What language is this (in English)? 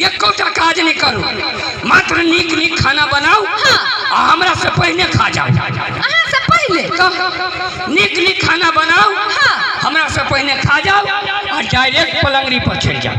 Maithili